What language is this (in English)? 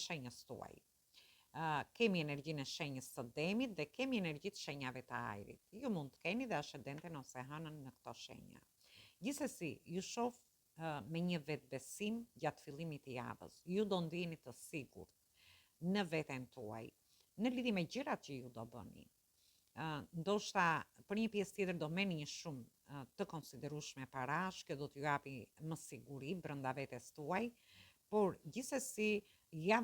Albanian